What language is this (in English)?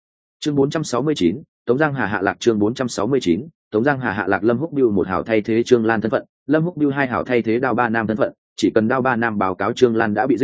Vietnamese